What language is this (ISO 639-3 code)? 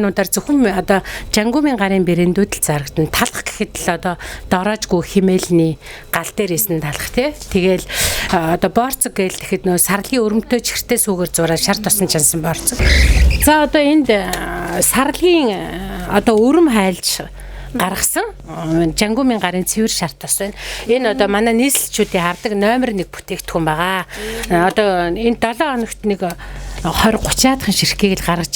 mon